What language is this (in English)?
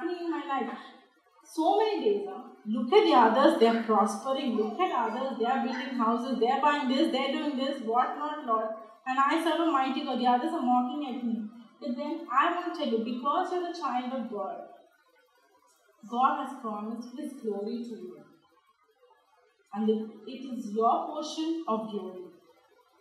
English